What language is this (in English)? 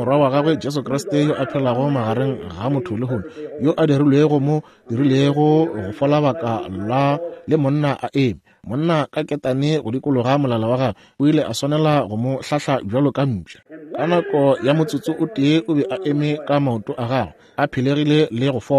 Northern Sotho